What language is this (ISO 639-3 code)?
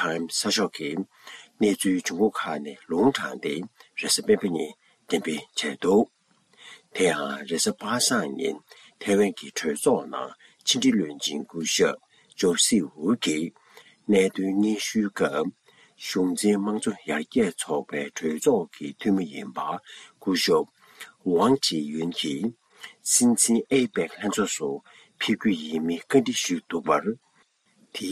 bod